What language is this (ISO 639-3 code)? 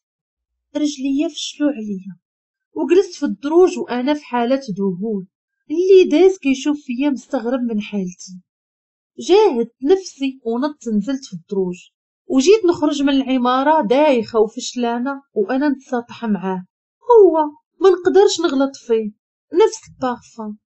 ary